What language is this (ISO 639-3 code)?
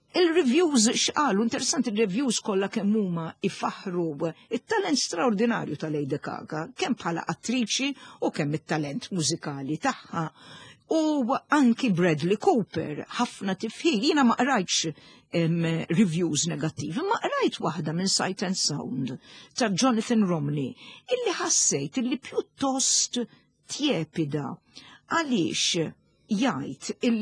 mlt